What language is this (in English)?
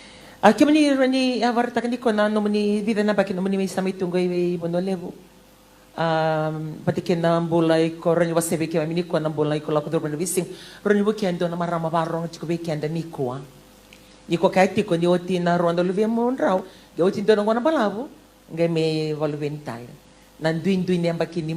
Fijian